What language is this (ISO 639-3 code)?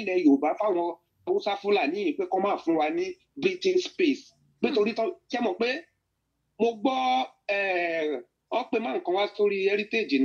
yor